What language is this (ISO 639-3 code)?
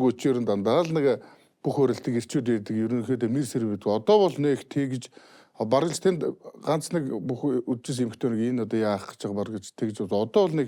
mon